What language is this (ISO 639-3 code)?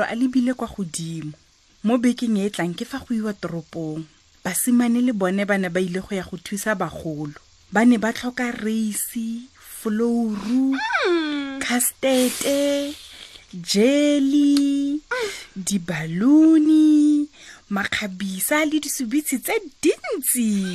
tsn